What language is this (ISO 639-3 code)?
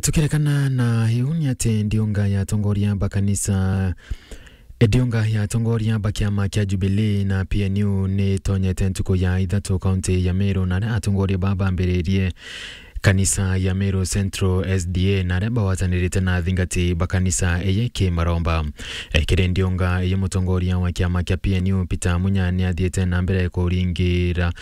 mer